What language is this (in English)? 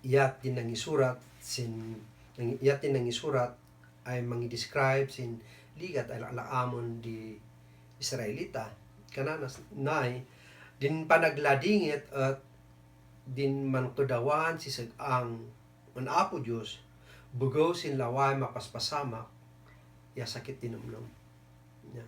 Kankanaey